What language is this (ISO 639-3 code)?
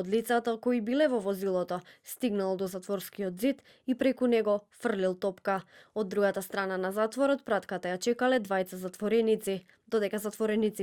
mkd